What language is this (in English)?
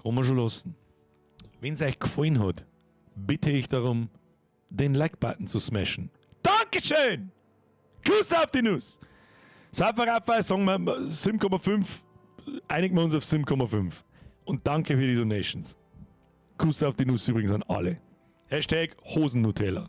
Bavarian